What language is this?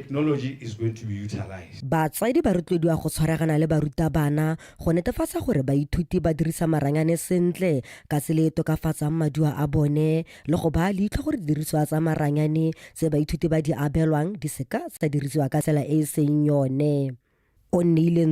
Tswana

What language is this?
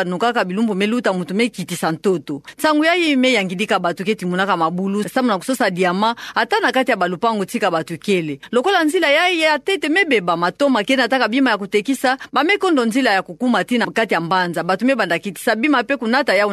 Kituba (Democratic Republic of Congo)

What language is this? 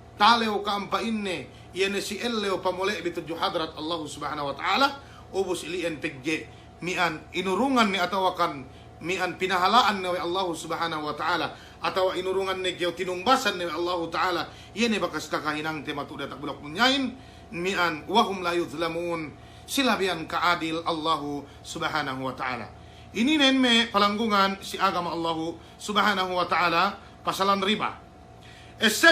Yakan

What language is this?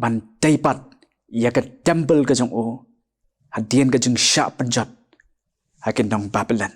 Khasi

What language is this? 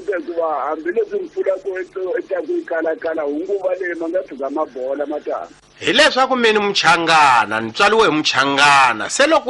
Tsonga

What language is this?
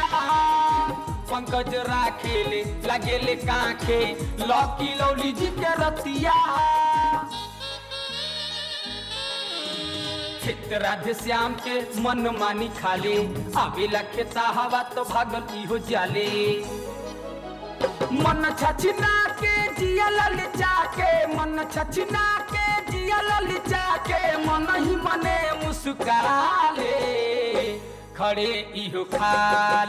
Bhojpuri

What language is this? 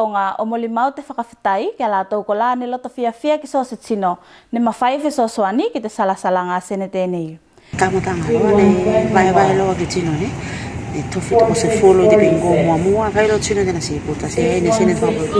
Tuvalu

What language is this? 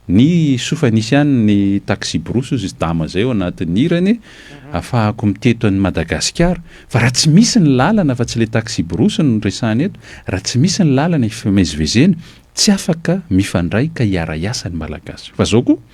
Malagasy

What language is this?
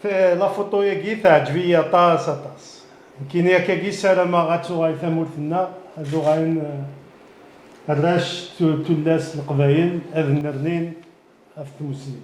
Kabyle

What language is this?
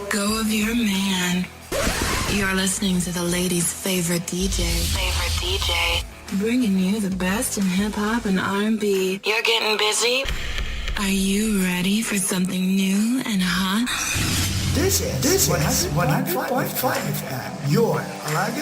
Hiligaynon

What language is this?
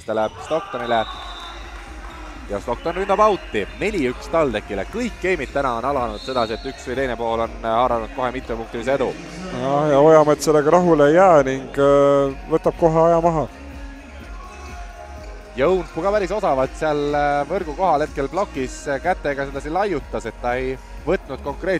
Estonian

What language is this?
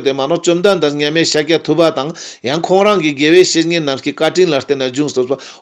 Ladakhi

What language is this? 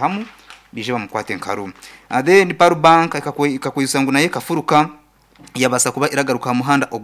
Nyankole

